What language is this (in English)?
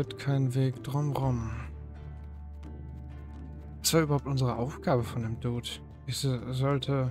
German